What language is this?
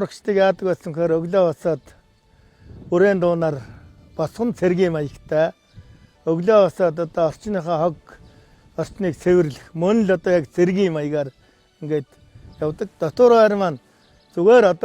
Mongolian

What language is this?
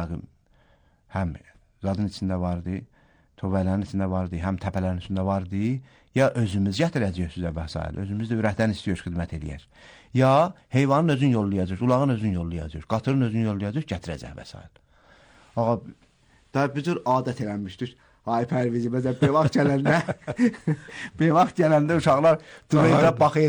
Azerbaijani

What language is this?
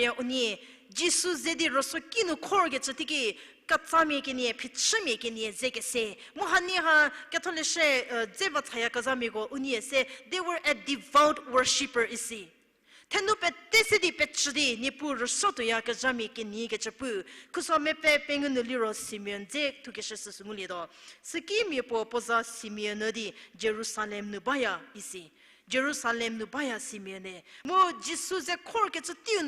Angami Naga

